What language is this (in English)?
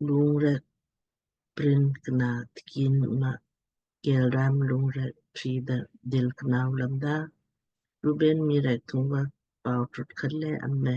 Lamkang